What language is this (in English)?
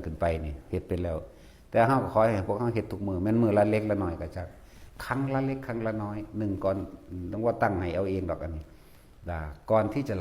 Northeastern Thai